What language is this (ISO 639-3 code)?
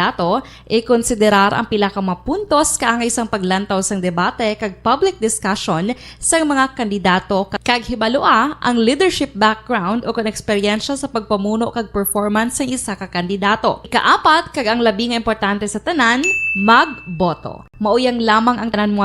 hil